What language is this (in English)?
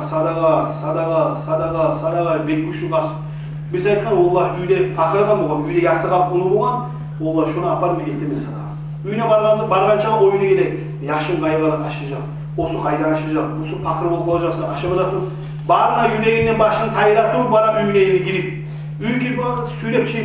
Kumyk